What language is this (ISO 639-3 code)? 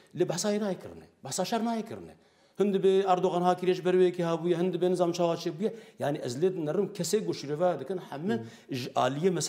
kur